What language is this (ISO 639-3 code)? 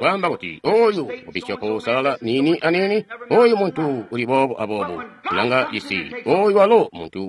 toi